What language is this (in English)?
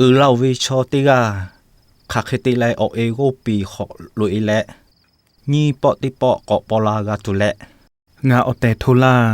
Lahu